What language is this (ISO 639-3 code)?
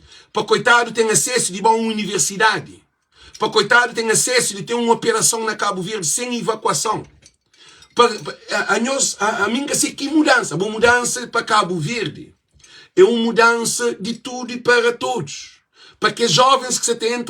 kea